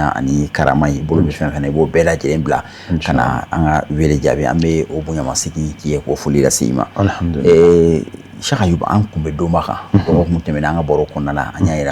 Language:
Bambara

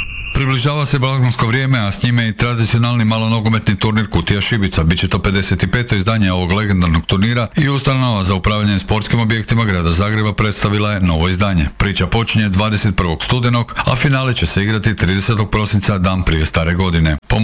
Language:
Croatian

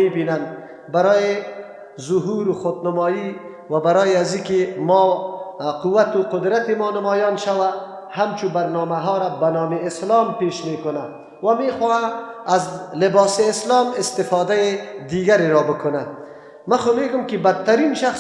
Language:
Persian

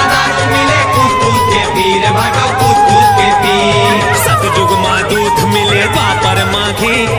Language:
Chhattisgarhi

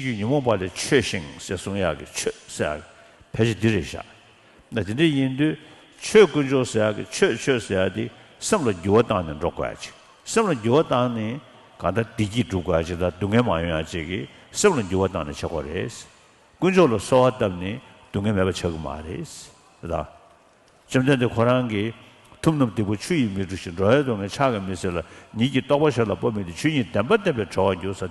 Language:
Tibetan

